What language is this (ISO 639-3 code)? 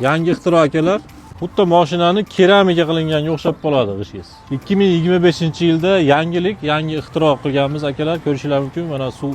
uzb